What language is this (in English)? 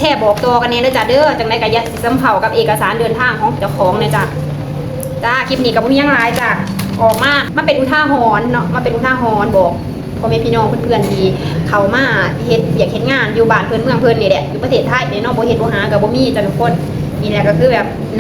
Lao